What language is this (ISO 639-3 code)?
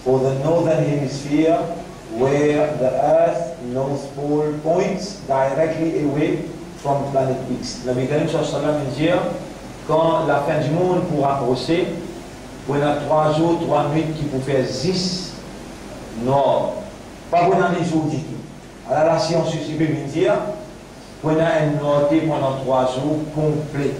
mfe